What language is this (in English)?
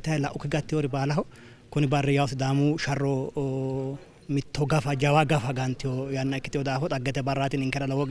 Sidamo